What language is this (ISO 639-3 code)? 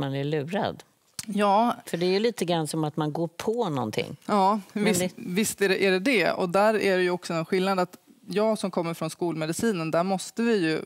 swe